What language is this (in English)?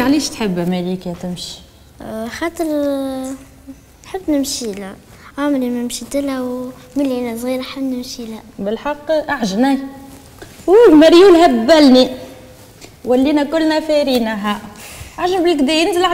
Tunisian Arabic